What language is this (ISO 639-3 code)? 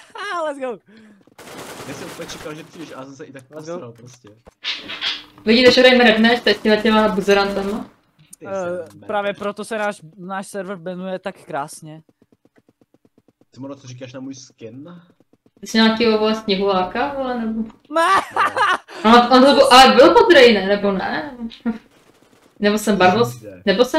ces